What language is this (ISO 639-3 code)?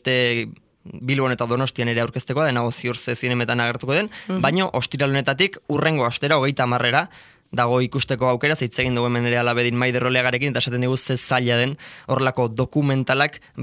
eus